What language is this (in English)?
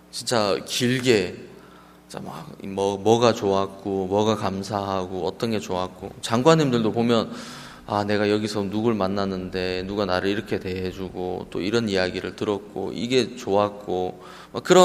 Korean